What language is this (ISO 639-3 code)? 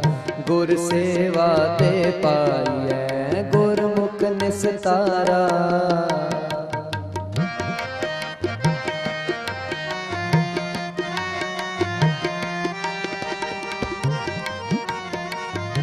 pan